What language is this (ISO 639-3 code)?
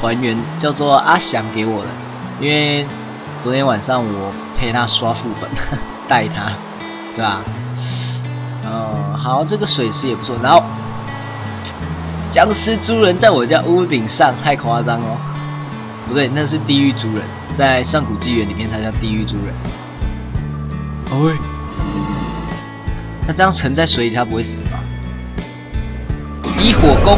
zho